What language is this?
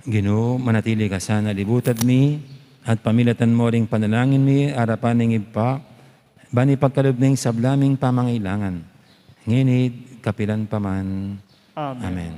Pampanga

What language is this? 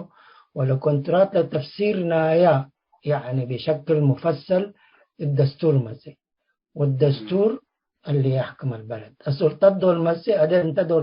Tigre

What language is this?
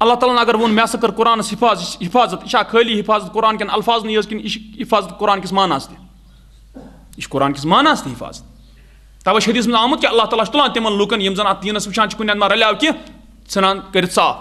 Kashmiri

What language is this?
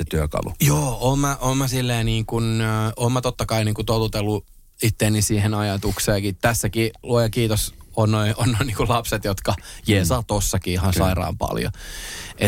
Finnish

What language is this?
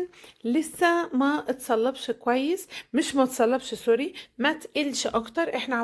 Egyptian Arabic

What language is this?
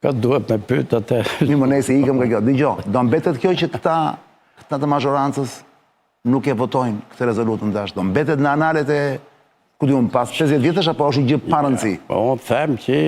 Albanian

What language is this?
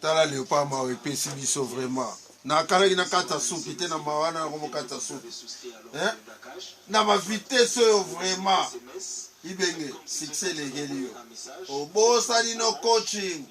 Lingala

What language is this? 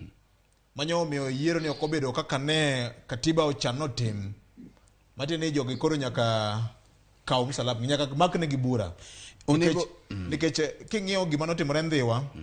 Luo (Kenya and Tanzania)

